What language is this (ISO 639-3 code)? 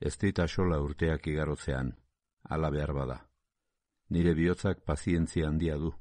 eus